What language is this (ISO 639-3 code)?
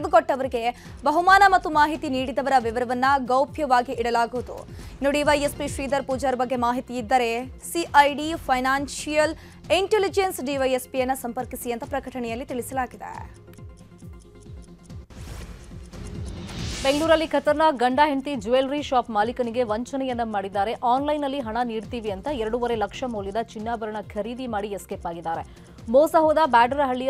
kan